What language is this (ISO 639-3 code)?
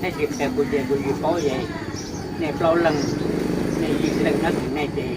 hmn